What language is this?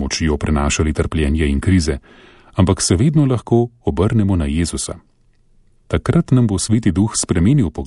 Slovenian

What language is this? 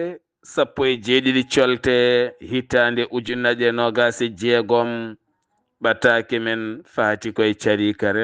Fula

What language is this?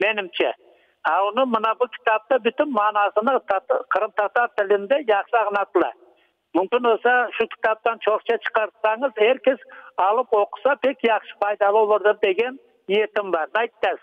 Crimean Tatar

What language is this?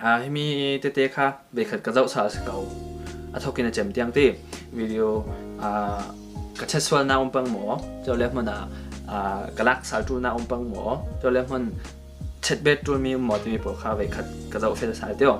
Falam Chin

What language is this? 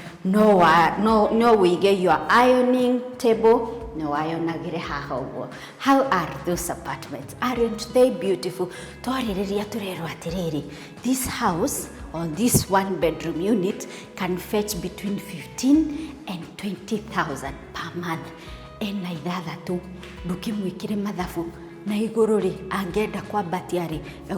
Kikuyu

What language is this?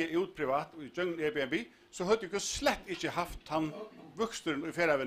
Faroese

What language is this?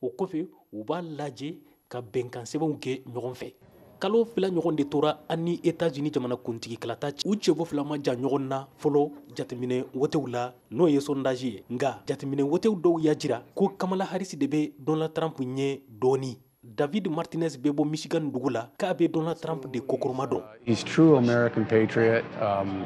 Bambara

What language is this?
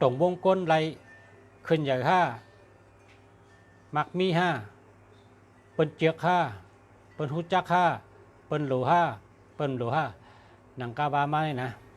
Shan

